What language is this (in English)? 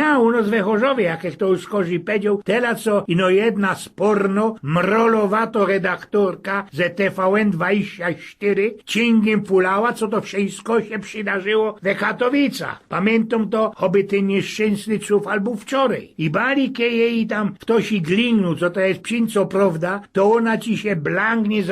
Silesian